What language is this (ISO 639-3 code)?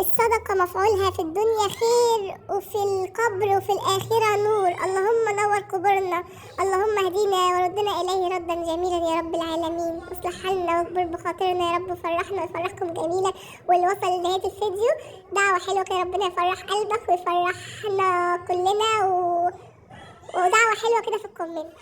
arz